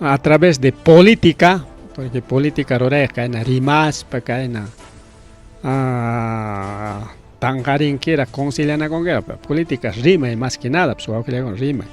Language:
Ayacucho Quechua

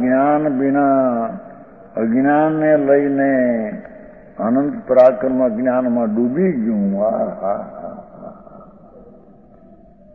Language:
Gujarati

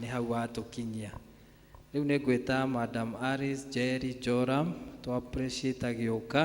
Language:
Kikuyu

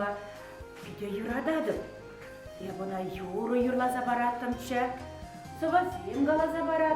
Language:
Chuvash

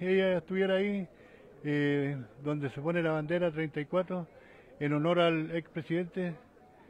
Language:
Spanish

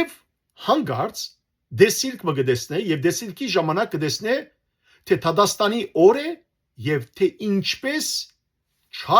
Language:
Western Armenian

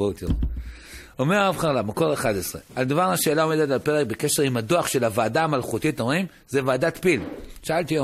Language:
Hebrew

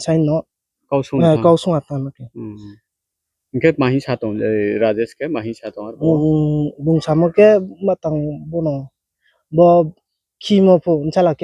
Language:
Riang (India)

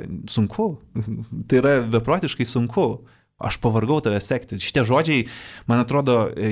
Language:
Lithuanian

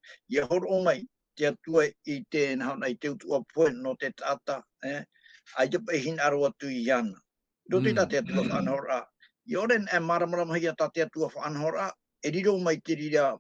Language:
Tahitian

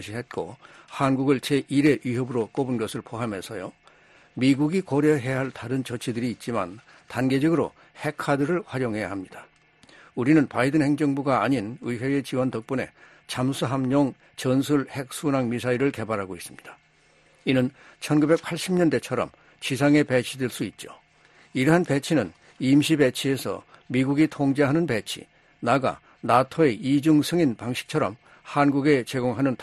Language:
Korean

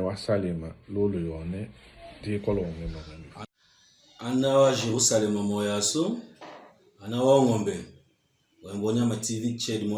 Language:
Tetela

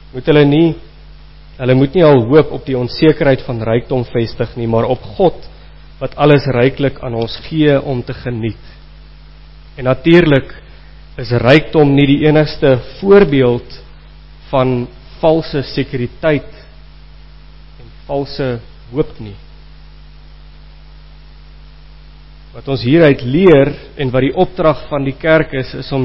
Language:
Afrikaans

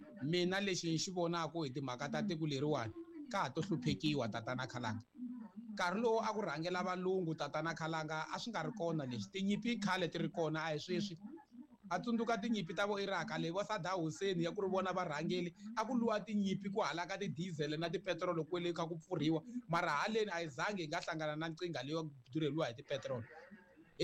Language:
Tsonga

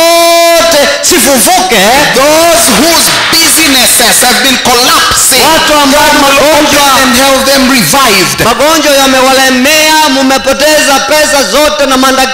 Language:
Swahili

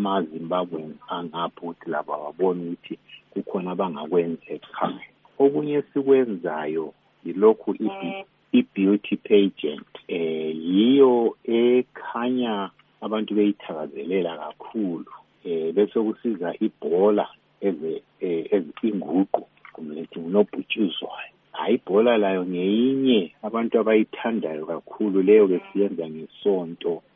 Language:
North Ndebele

